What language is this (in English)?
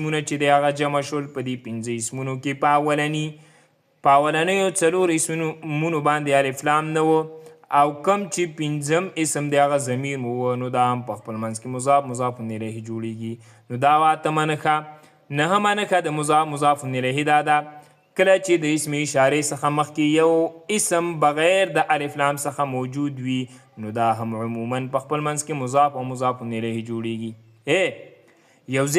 Pashto